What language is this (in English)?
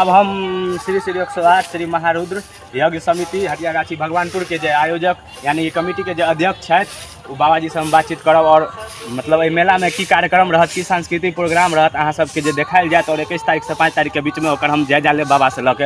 Maithili